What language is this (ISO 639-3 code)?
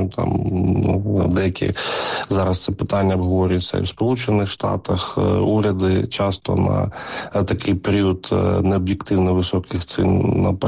ukr